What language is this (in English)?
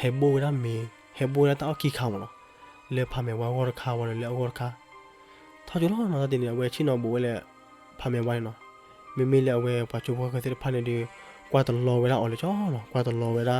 S'gaw Karen